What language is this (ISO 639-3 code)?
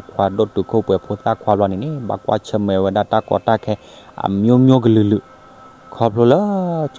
ksw